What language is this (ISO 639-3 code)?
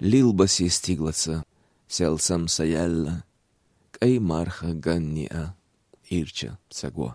che